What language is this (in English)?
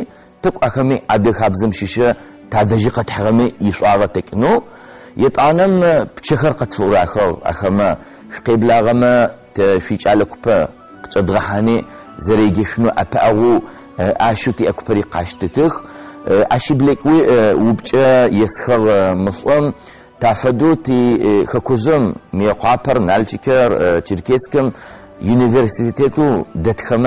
Adyghe